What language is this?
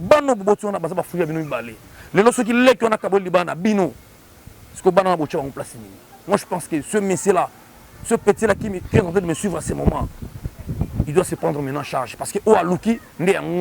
Lingala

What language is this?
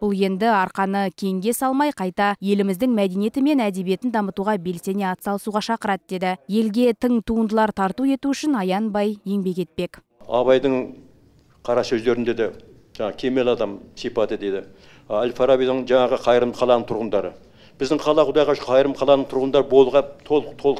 Kazakh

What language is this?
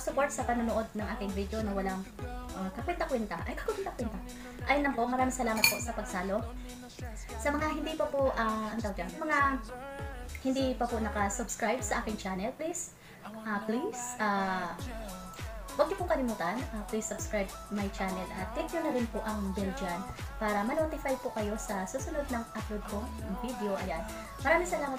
Filipino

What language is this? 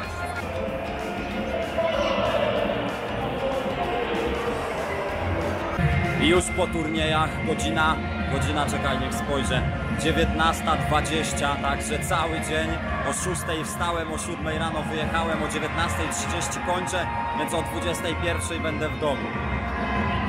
Polish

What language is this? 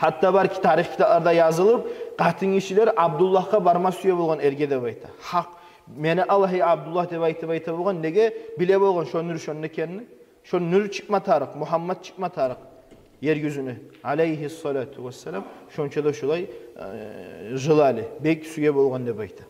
Kumyk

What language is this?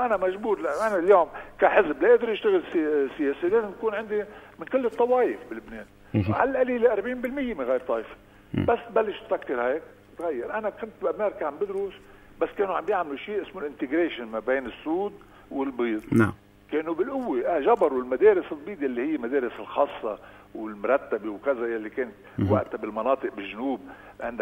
North Levantine Arabic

